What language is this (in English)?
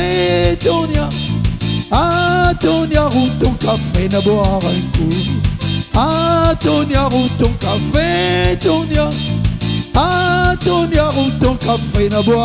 Réunion Creole French